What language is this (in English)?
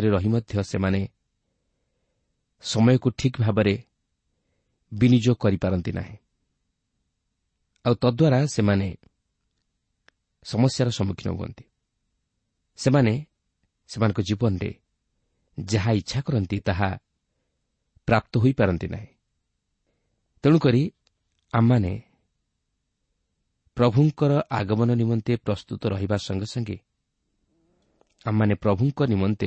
Odia